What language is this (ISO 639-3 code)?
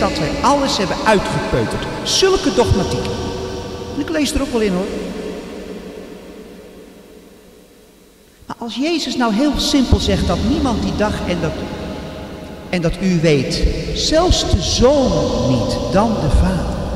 nld